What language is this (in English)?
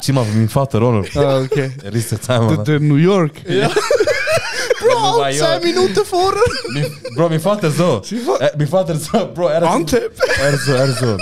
Swiss German